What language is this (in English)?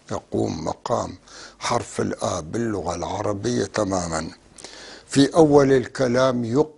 North Levantine Arabic